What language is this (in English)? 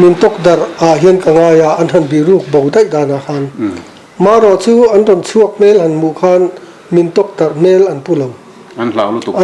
Mizo